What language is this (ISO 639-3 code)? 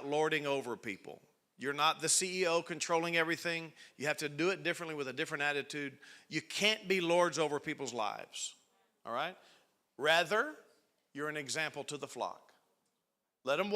eng